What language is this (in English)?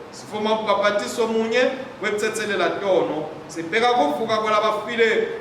Swati